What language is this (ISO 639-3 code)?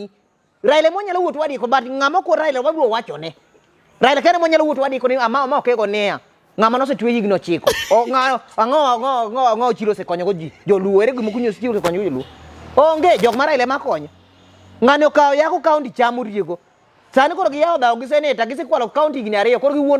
luo